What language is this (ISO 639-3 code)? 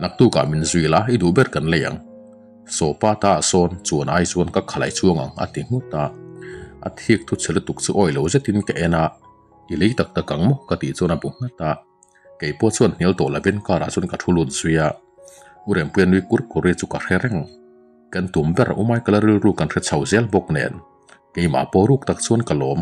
lus